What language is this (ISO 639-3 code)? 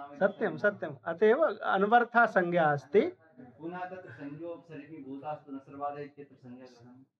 san